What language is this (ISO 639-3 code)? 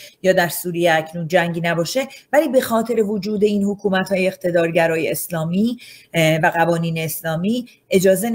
fas